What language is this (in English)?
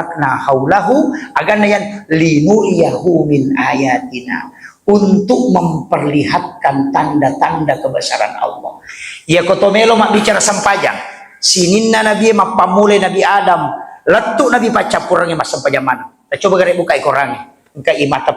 Buginese